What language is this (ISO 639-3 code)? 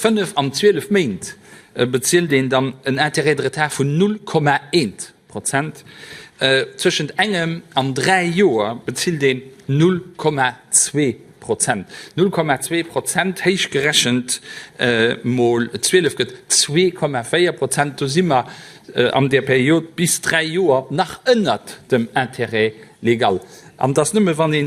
ltz